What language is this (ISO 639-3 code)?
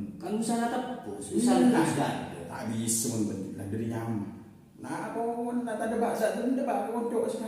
mad